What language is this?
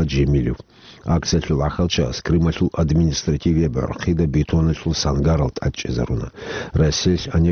Avaric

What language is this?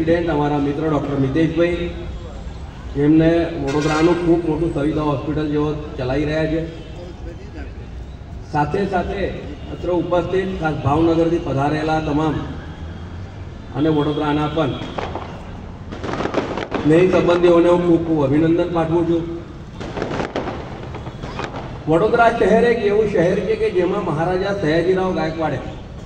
Gujarati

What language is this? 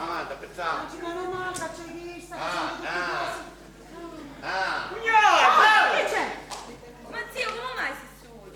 Sicilian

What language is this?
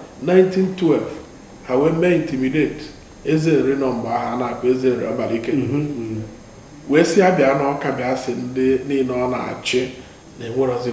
Igbo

